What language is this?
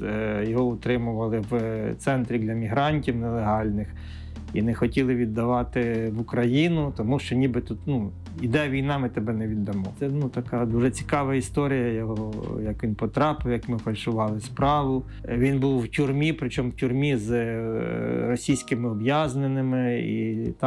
Ukrainian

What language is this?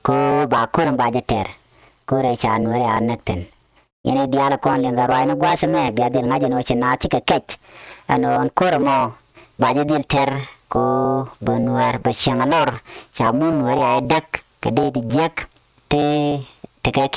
Nuer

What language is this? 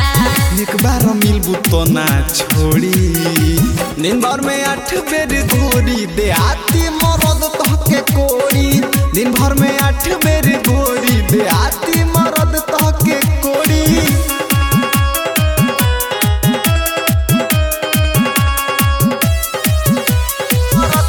Bhojpuri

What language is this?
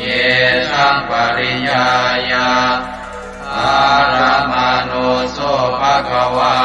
Pali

